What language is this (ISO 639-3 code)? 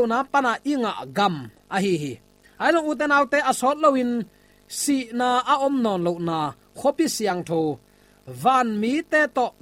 ctd